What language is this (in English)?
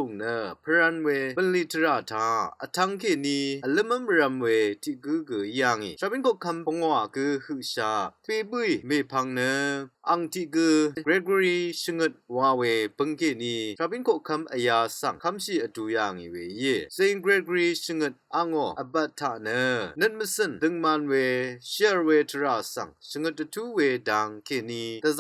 Rawang